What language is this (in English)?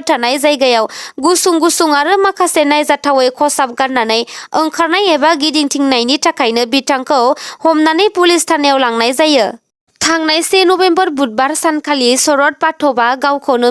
Bodo